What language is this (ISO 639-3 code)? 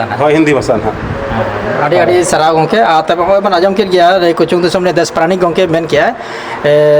sat